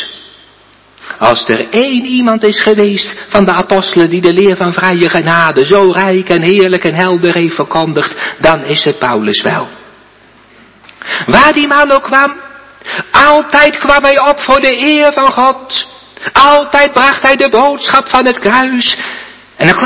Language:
Dutch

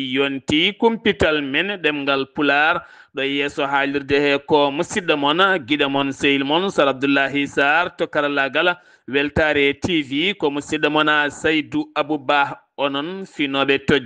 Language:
Fula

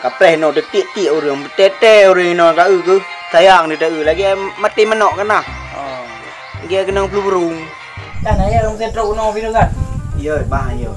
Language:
Achinese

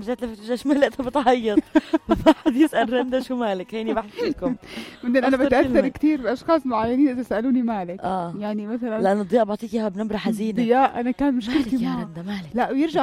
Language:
North Levantine Arabic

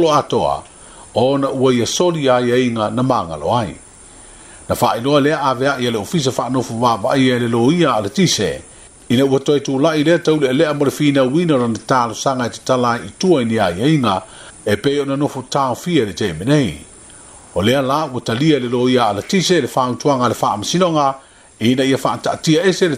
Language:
Samoan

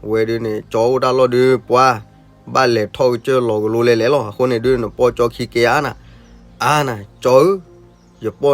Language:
S'gaw Karen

